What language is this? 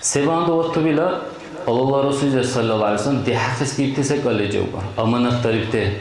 Dargwa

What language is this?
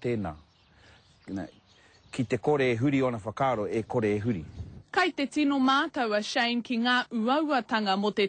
Māori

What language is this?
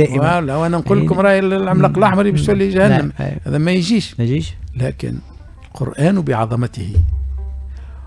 Tunisian Arabic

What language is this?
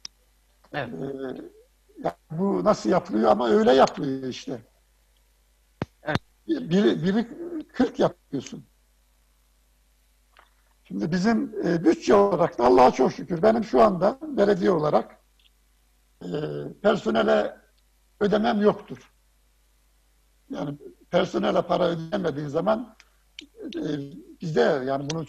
Turkish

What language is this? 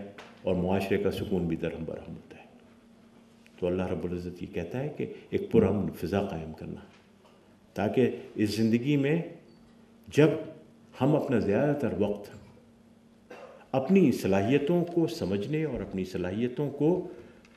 Urdu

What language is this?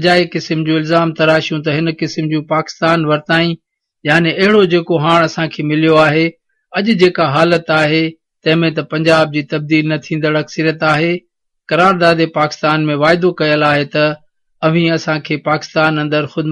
Sindhi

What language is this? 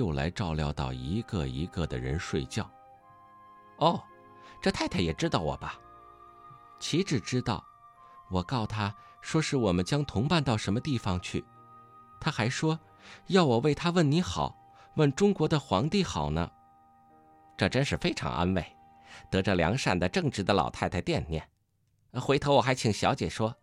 Chinese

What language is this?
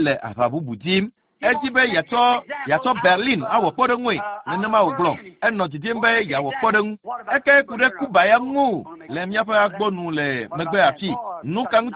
Ewe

